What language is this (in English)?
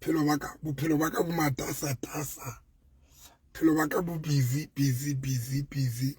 Southern Sotho